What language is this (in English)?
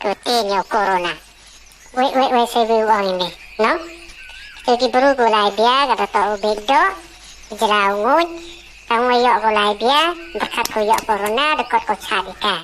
Khasi